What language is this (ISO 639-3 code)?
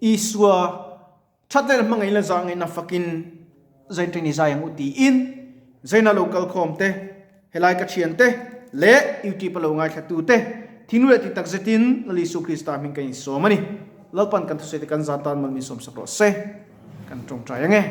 lus